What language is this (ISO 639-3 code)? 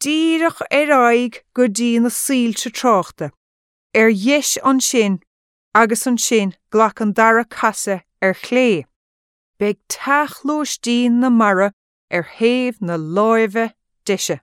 gle